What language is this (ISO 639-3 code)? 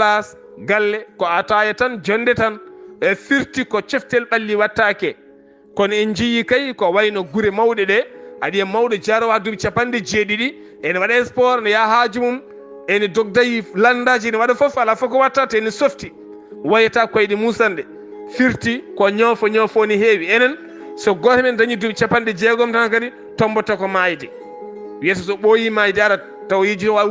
ful